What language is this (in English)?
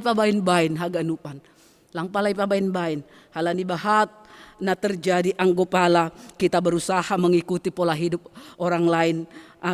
Batak Simalungun